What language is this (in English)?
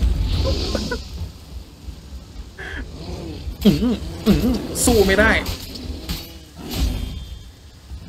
Thai